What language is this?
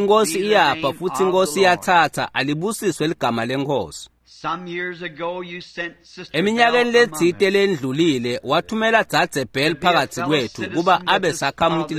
Swati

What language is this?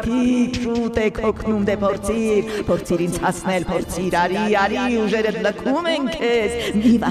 Armenian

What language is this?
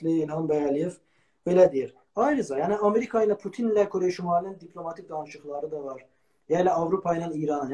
South Azerbaijani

